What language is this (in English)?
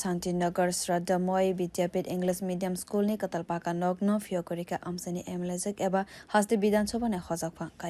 Kok Borok